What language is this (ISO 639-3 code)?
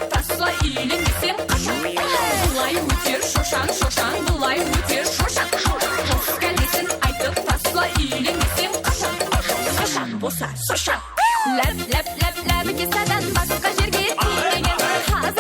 kaa